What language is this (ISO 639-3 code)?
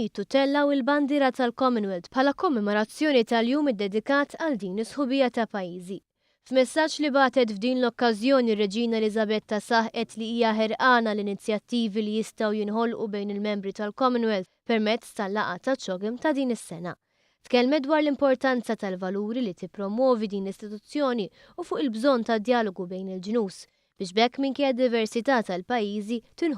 mlt